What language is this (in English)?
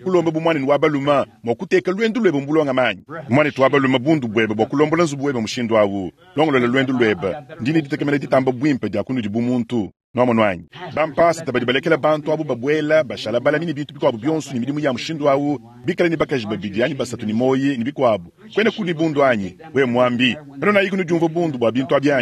Luba-Lulua